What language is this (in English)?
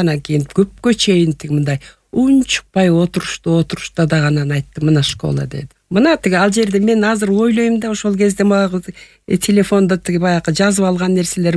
Kyrgyz